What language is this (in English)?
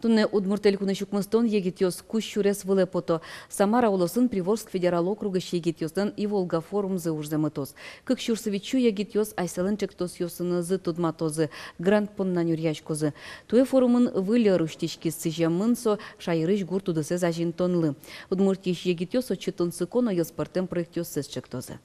Udmurt